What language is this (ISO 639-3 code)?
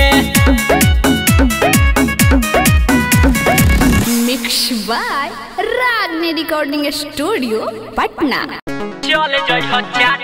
bho